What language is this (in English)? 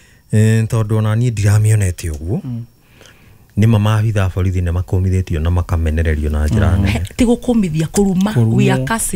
Kikuyu